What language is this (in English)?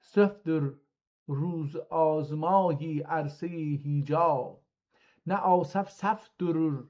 South Azerbaijani